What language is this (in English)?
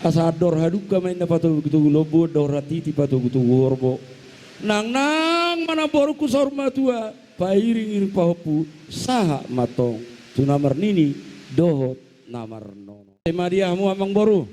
Batak Toba